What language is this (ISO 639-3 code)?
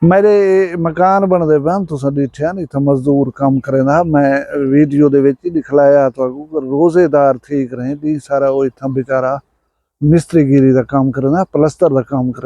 skr